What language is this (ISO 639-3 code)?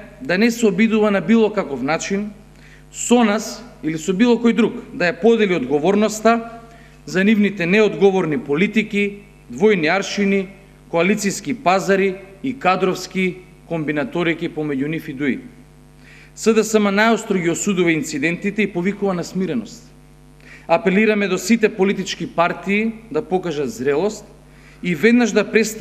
mkd